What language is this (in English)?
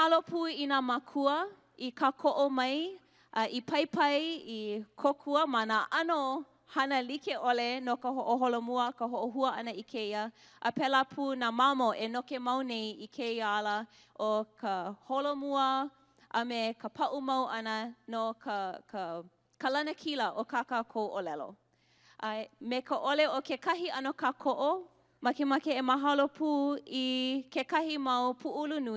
Hawaiian